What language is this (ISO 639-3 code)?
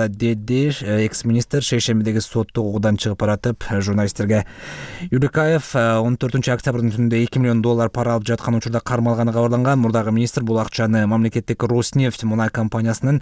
kir